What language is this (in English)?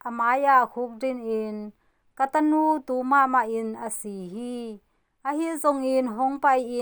Tedim Chin